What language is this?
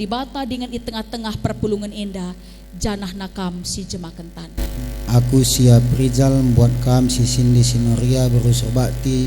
Batak Karo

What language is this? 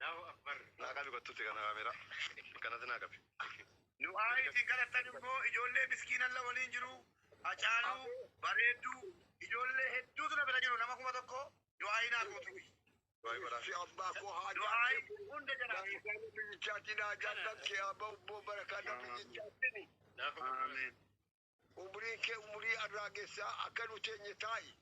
Oromo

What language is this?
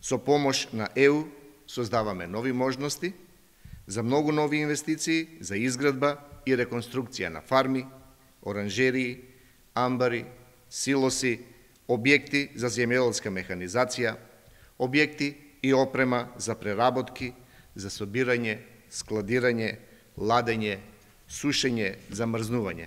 Macedonian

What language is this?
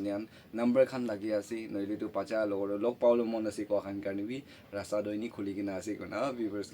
Naga Pidgin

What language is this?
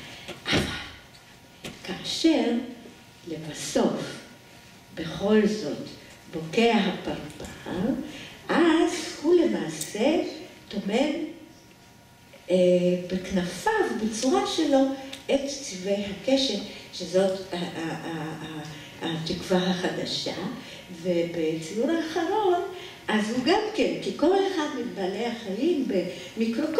Hebrew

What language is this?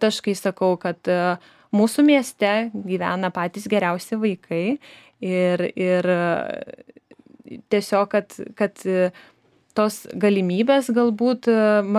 Lithuanian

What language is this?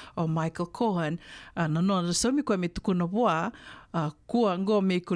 Fijian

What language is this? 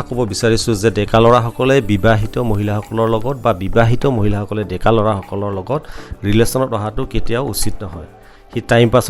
Assamese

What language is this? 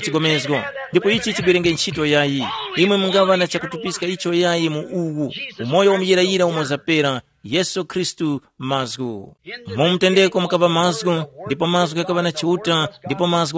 Tumbuka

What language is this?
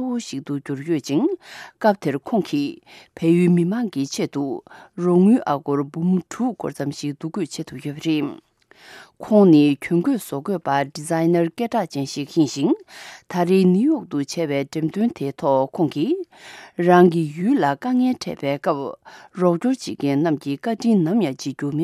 Tibetan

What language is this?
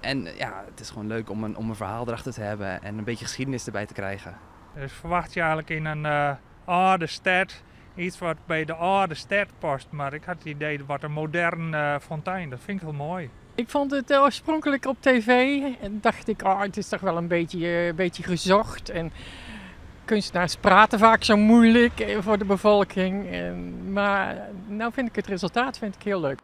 Western Frisian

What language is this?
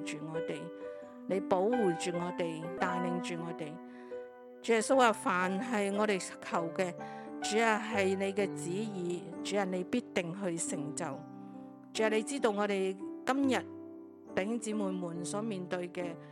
Cantonese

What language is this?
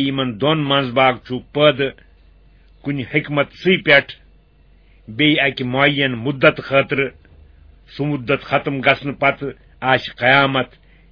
Kashmiri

